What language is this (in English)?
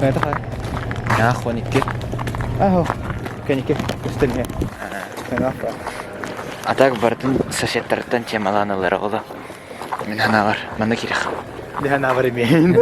Yakut